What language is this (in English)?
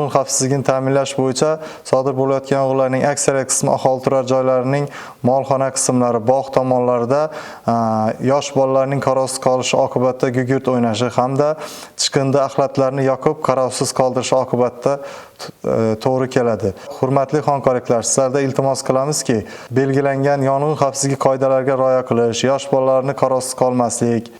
Uzbek